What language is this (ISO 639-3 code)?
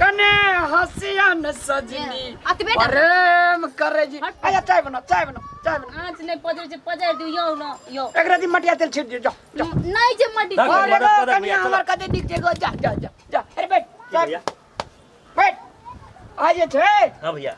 mai